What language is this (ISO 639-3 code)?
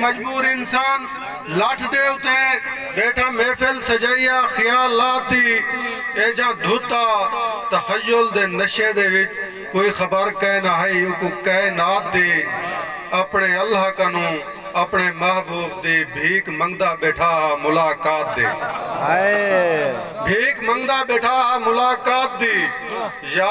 skr